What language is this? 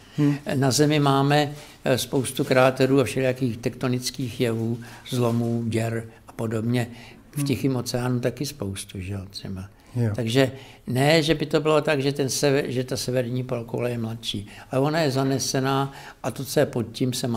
Czech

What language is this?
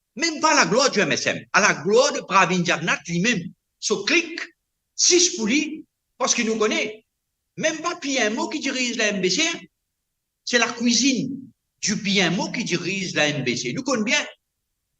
Morisyen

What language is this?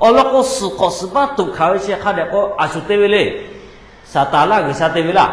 Lahu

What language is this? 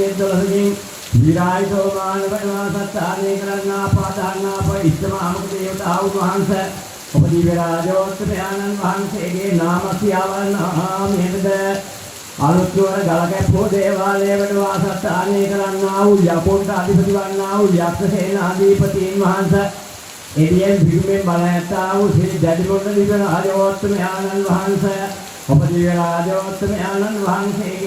Sinhala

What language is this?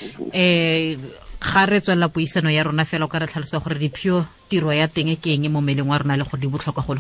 Tswana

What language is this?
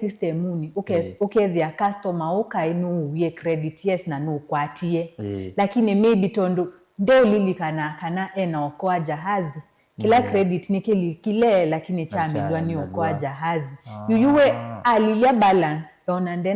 Kamba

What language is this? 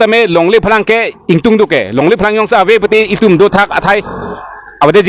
Karbi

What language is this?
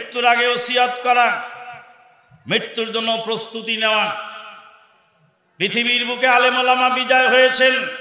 Bangla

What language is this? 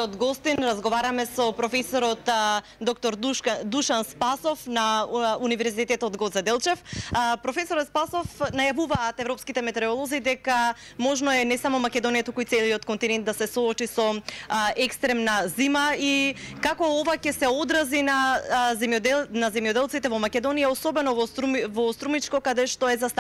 Macedonian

